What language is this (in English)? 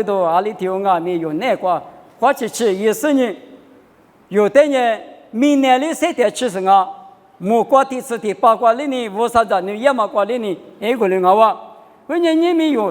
Lisu